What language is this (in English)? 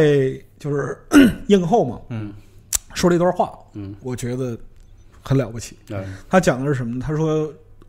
Chinese